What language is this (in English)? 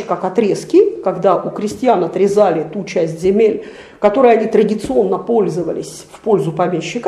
Russian